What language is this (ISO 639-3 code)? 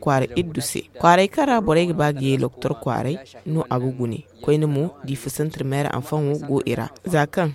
dje